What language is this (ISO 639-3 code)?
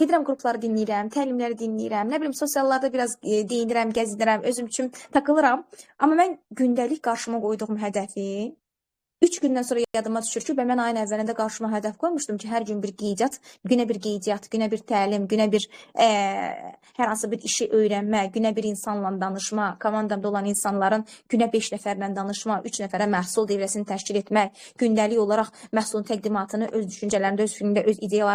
aze